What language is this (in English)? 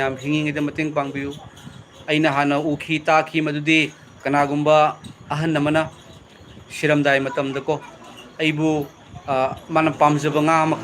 Manipuri